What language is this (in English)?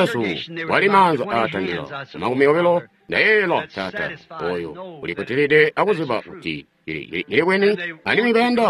Tonga (Zambia)